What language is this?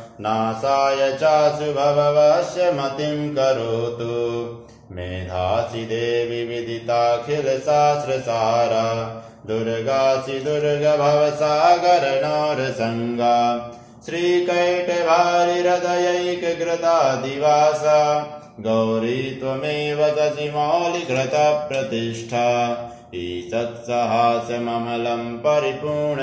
Sanskrit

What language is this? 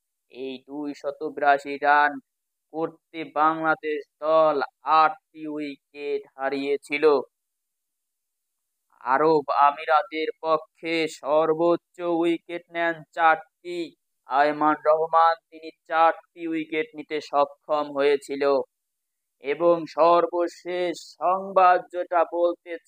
Bangla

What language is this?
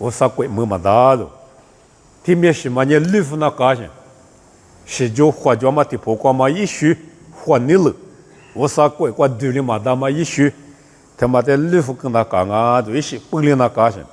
Lisu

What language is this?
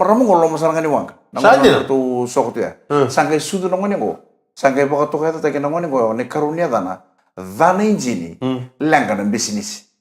Fijian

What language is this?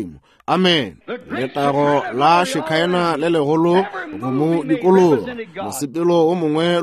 Northern Sotho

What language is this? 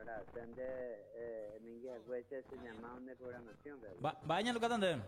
Guarani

